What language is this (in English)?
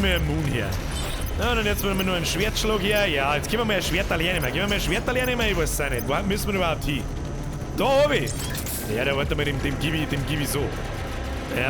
Bavarian